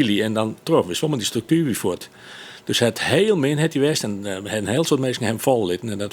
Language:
Western Frisian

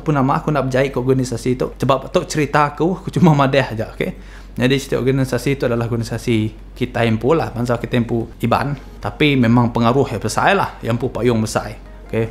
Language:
Iban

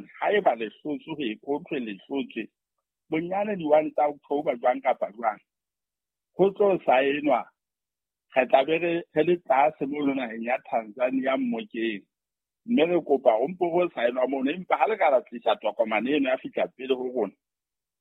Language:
Southern Sotho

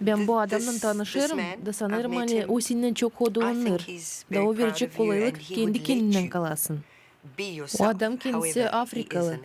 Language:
Gagauz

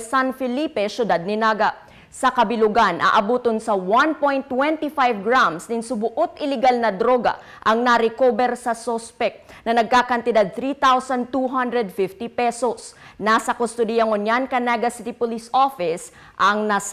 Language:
Bikol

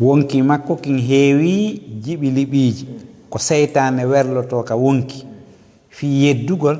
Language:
Fula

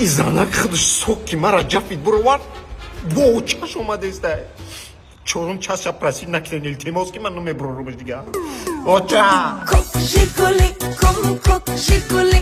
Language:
Tajik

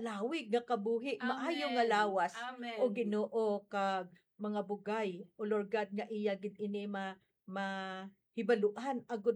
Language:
Hiligaynon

